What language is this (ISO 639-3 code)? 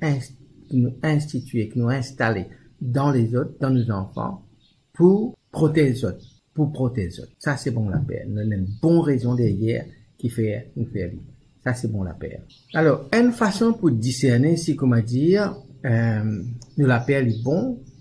mfe